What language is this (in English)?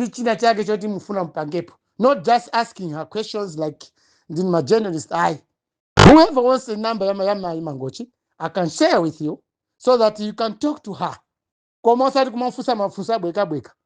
Nyanja